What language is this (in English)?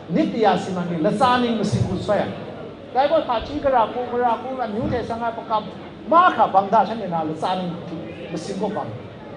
Kachin